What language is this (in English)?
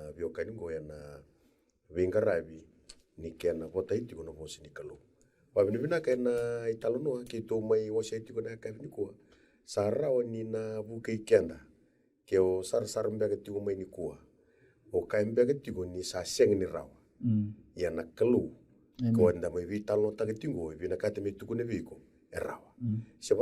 Fijian